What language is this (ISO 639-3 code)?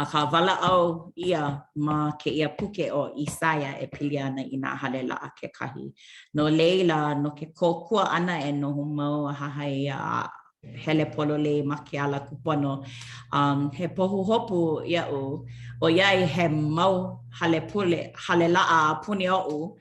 haw